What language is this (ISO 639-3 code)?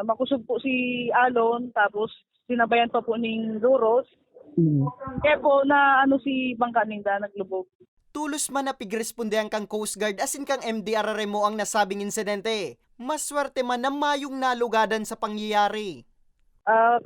bik